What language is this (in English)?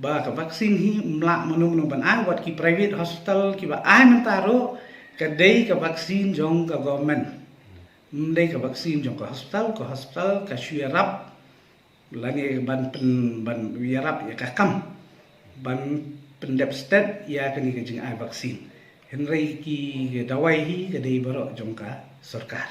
Khasi